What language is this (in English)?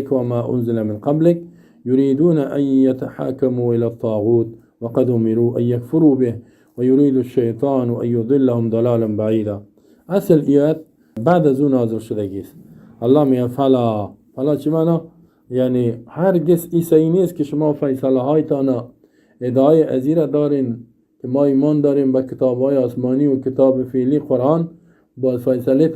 Persian